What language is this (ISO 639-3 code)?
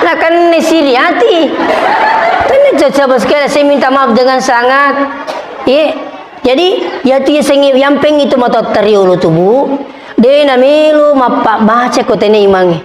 bug